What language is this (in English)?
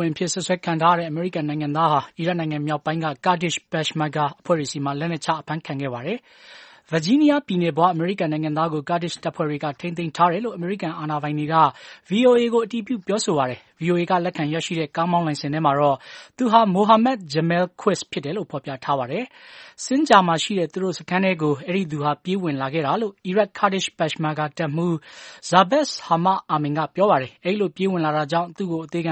Burmese